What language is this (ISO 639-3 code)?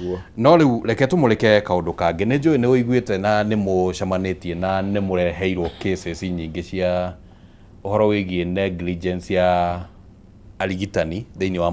kik